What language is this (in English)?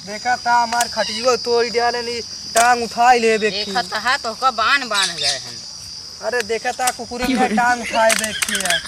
Awadhi